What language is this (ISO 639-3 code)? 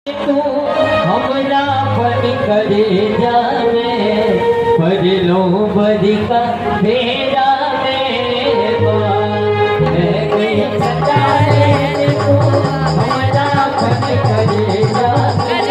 mai